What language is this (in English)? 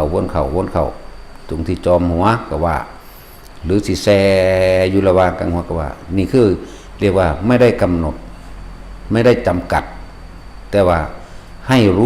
Northeastern Thai